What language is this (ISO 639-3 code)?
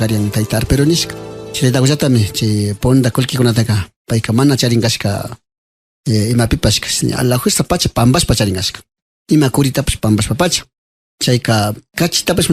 qvi